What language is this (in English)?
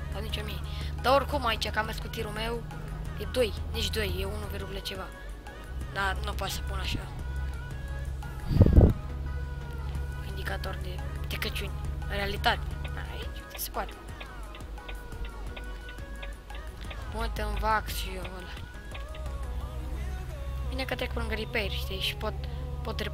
Romanian